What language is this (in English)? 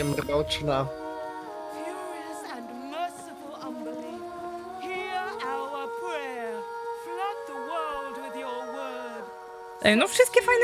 Polish